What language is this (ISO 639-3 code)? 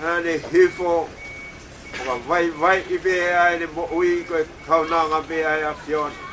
ton